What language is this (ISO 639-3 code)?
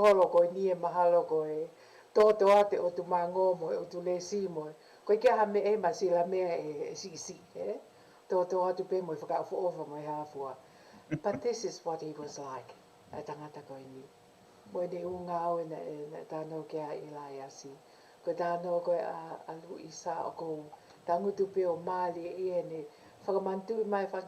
ton